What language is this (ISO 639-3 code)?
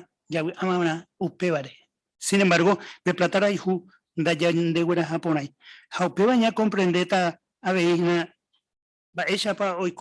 grn